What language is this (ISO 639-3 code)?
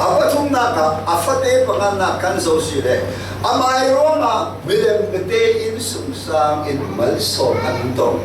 cfm